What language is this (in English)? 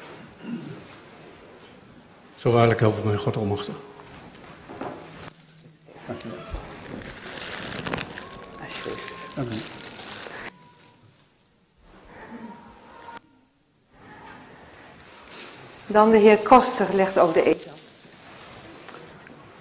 Dutch